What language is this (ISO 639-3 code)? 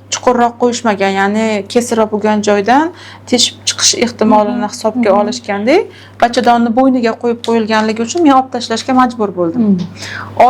uzb